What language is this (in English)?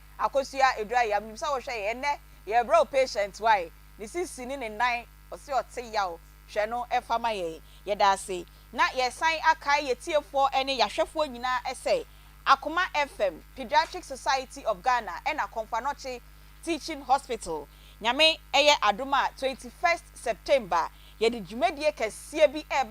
Akan